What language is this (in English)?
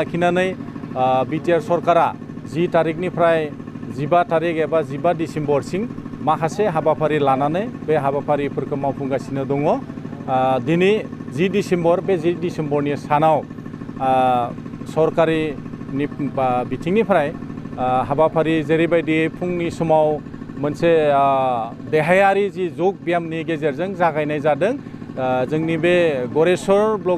Bodo